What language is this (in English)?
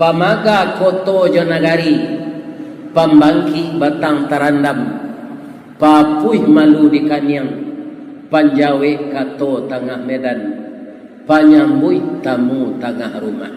Minangkabau